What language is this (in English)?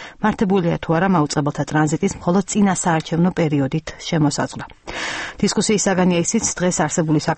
Georgian